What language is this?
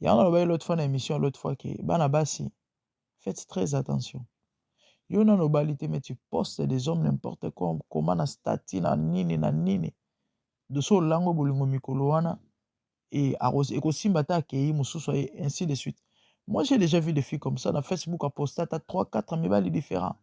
Lingala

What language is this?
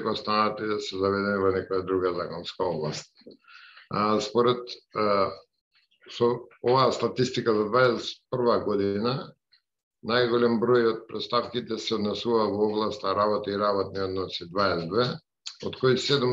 Macedonian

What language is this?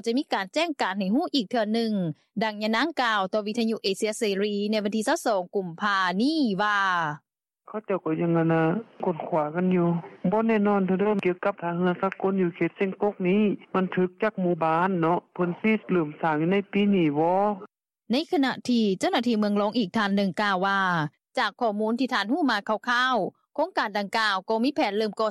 Lao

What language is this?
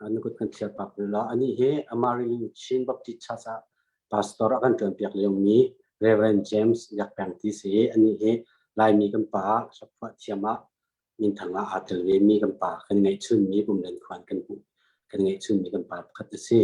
Hakha Chin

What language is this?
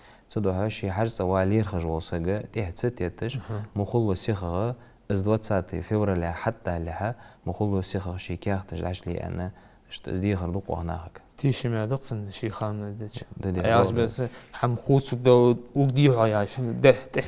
Ingush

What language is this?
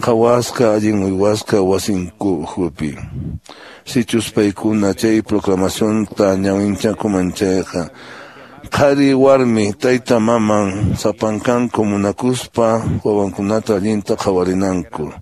Quechua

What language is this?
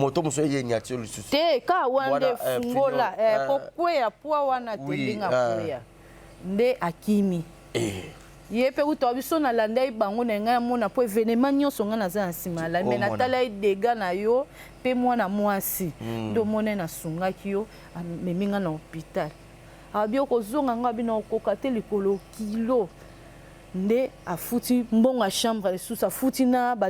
Lingala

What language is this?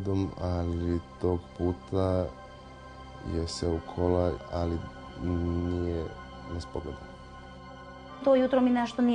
Serbian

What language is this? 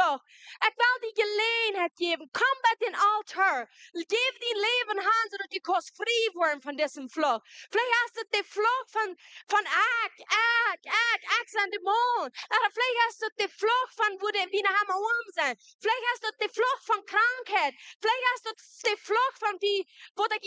Plautdietsch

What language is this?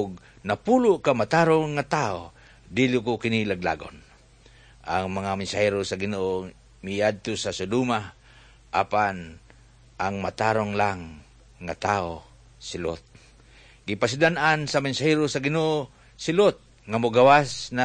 Cebuano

